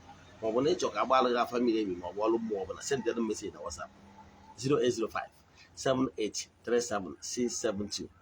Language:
Igbo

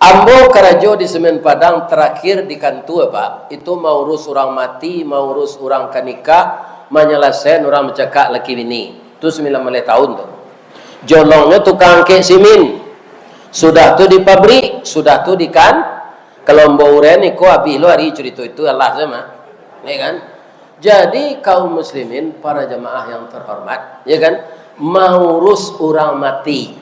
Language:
Minangkabau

